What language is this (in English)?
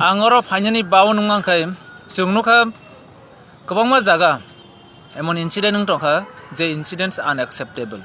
Kok Borok